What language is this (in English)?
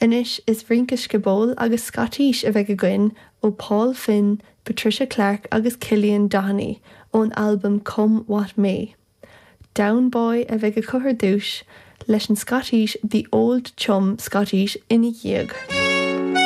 Irish